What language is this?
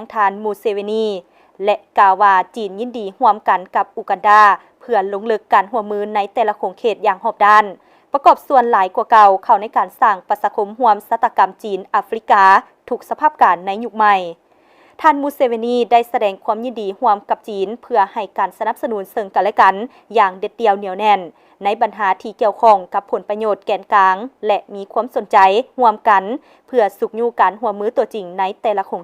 Lao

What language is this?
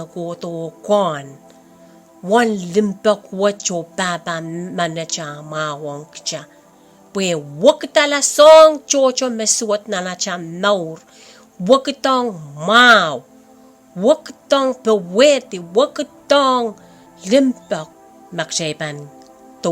Pohnpeian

